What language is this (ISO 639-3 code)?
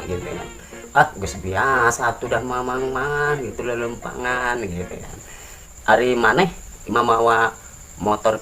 sun